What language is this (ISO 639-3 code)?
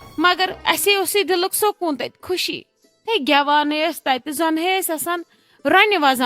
kas